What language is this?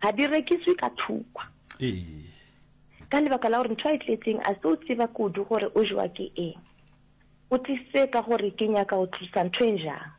Northern Sotho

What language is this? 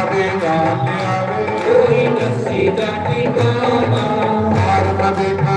Dogri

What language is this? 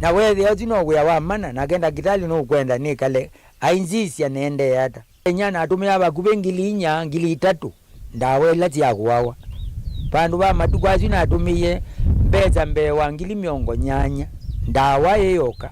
Kamba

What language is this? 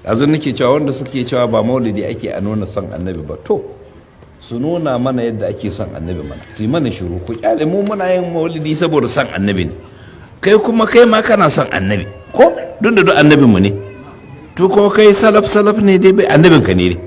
Hausa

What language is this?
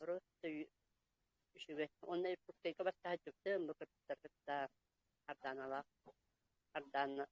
Yakut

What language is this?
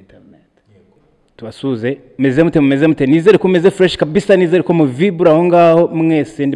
Kinyarwanda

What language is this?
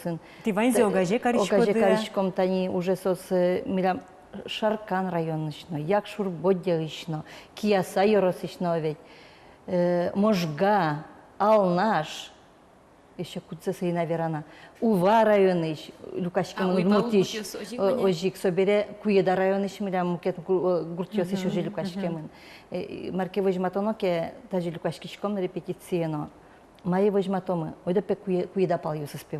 Udmurt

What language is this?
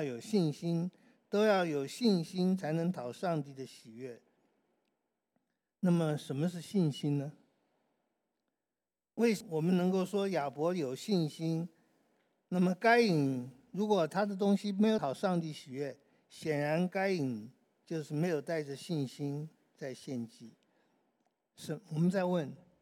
Chinese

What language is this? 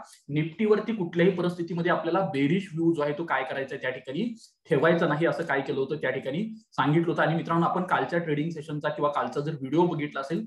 Marathi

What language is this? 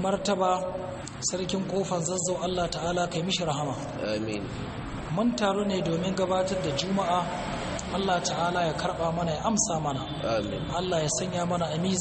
Hausa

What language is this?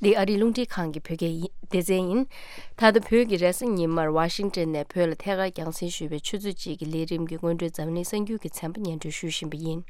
Tibetan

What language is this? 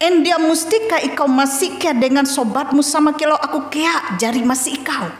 Ngaju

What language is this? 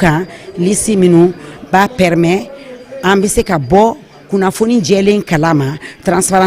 Bambara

